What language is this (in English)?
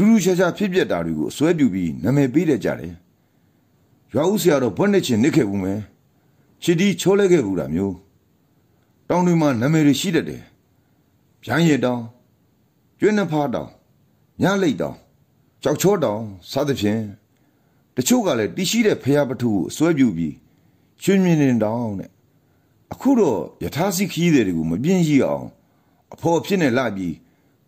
Burmese